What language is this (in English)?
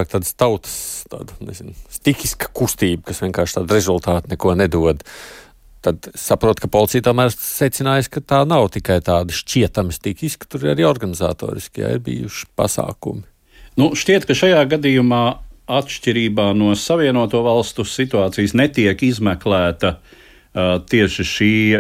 Latvian